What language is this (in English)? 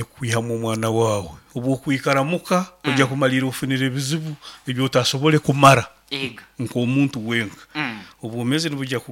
Nyankole